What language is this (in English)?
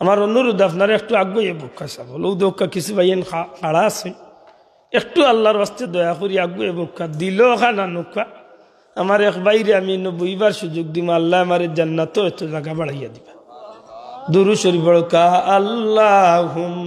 Sylheti